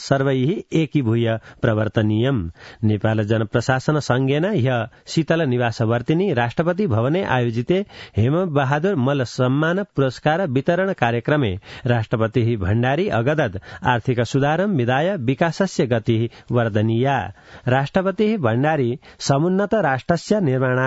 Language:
Sanskrit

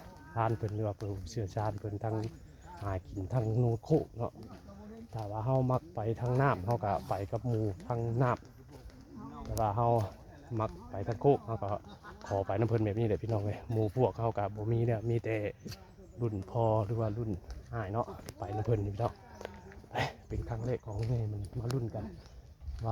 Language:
Northeastern Thai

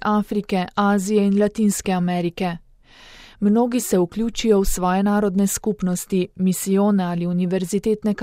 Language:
Slovenian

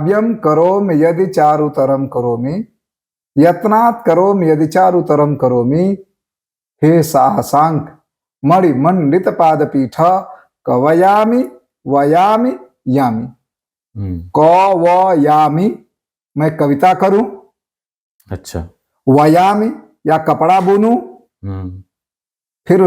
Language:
Bhojpuri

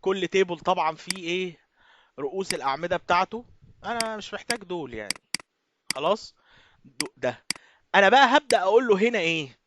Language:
Egyptian Arabic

